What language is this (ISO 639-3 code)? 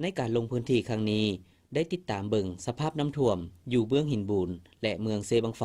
lao